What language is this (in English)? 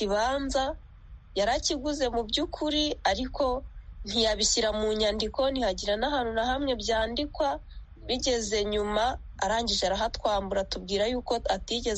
Kinyarwanda